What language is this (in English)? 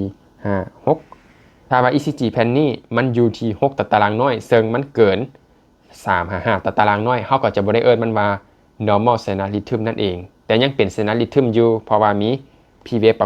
Lao